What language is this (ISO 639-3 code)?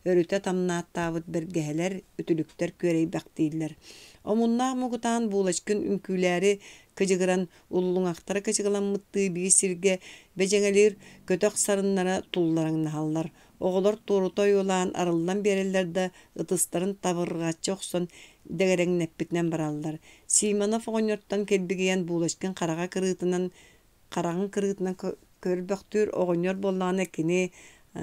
sah